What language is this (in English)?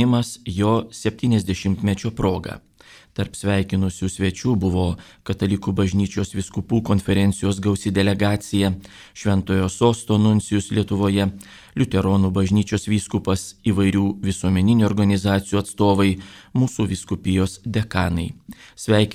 Lithuanian